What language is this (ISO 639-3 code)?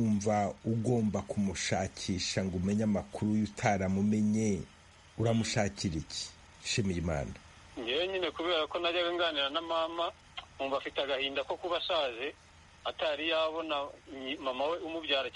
kin